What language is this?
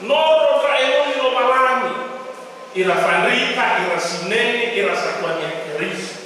Nias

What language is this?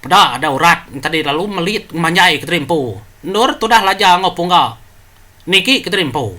Iban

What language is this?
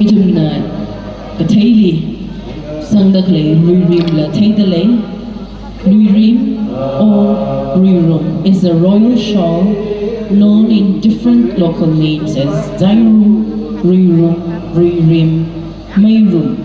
Tangkhul Naga (India)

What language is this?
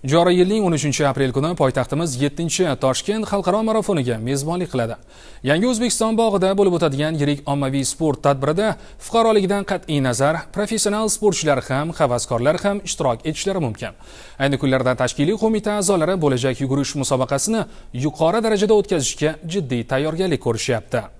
Uzbek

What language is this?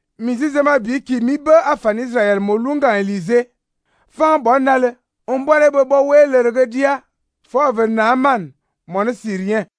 Fang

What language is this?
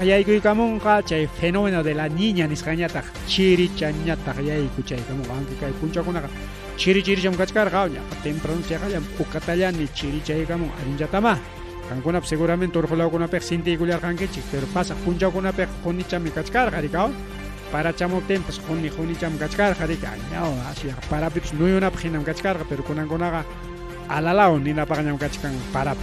Ayacucho Quechua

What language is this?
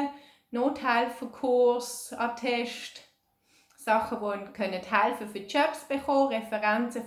Swiss German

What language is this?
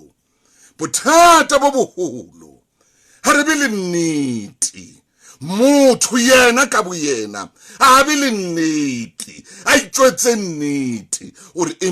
Southern Sotho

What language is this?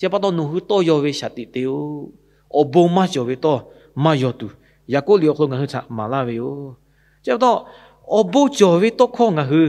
Lahu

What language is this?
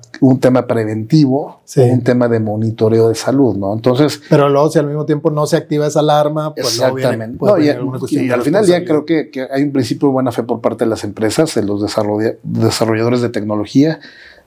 Spanish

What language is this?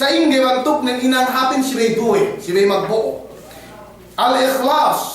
Yakan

